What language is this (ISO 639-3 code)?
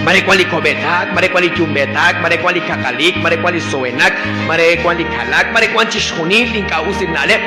kek